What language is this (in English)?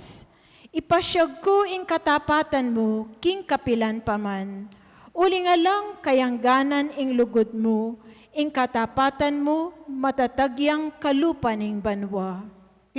Pampanga